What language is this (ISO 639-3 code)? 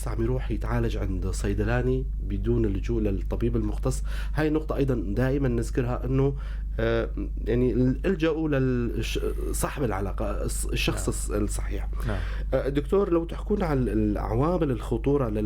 apc